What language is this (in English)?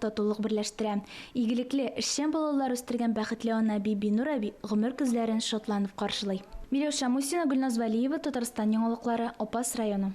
Tatar